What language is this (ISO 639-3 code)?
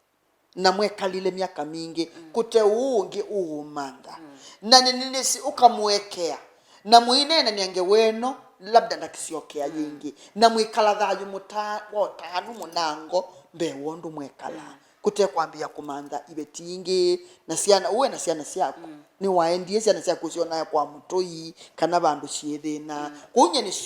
kam